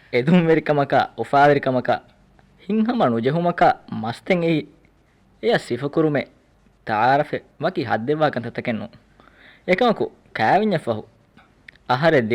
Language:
Divehi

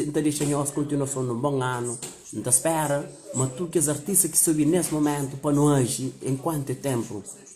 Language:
Kabuverdianu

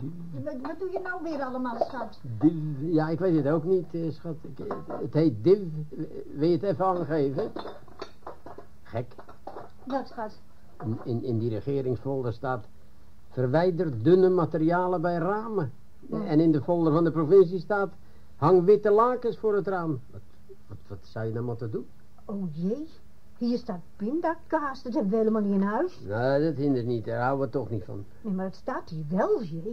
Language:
Dutch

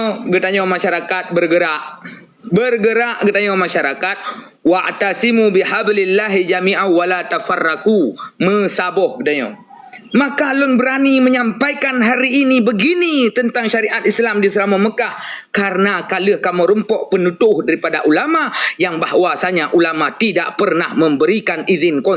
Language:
Achinese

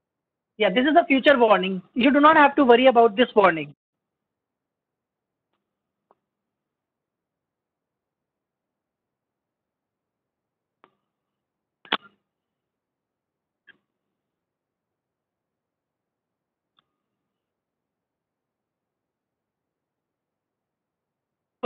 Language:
English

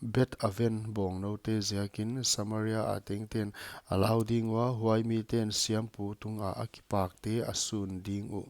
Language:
Paite Chin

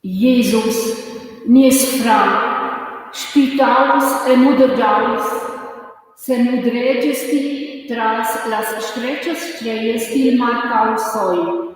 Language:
Romansh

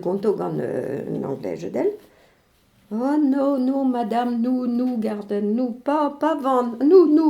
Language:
Breton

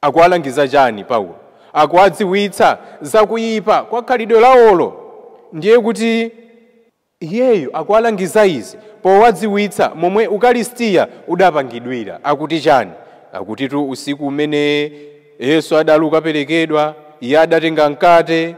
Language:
Nyanja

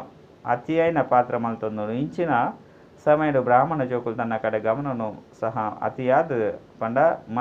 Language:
Tulu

